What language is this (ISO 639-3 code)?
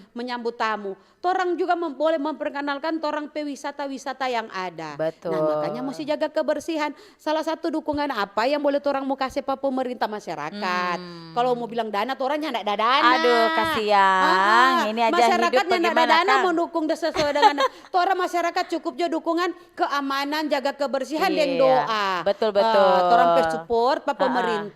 xmm